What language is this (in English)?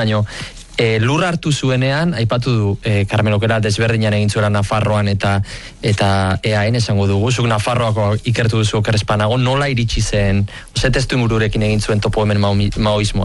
Basque